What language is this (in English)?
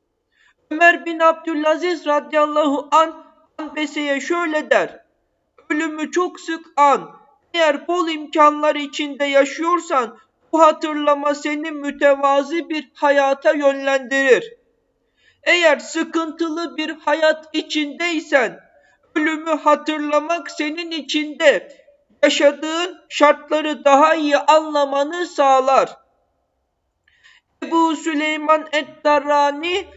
Turkish